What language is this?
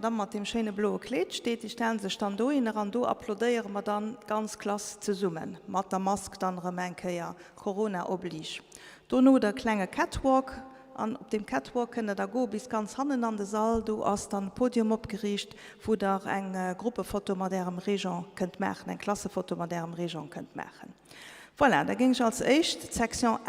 Luxembourgish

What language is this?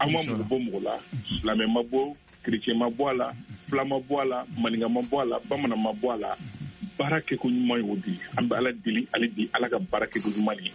Bambara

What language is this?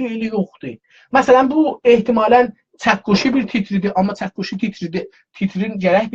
South Azerbaijani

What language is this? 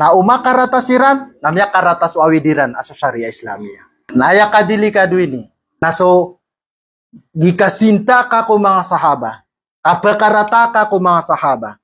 Maranao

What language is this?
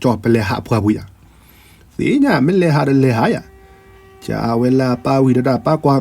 S'gaw Karen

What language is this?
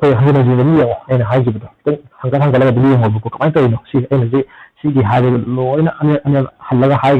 Manipuri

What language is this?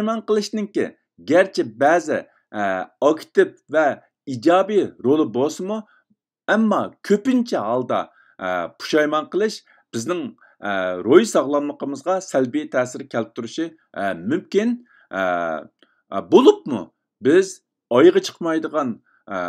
Uyghur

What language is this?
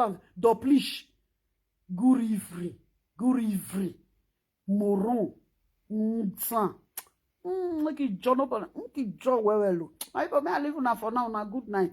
Nigerian Pidgin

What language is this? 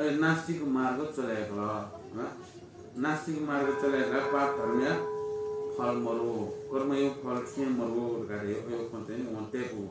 Newari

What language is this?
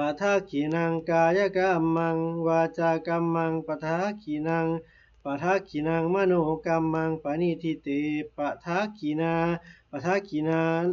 Pali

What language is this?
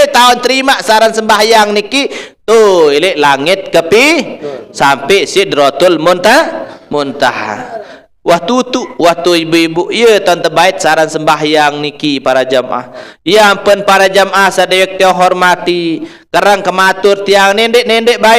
Sasak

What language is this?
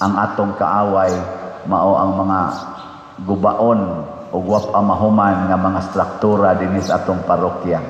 Cebuano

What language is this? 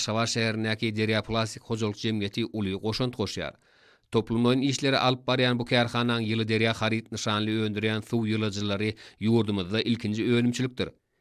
Turkmen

